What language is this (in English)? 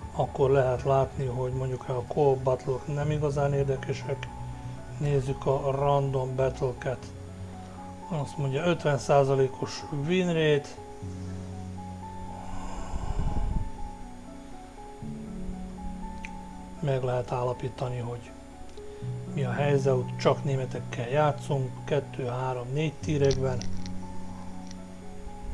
Hungarian